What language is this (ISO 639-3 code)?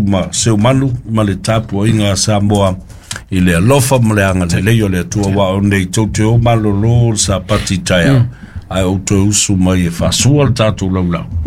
smo